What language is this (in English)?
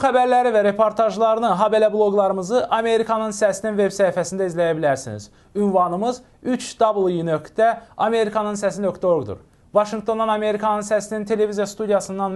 Azerbaijani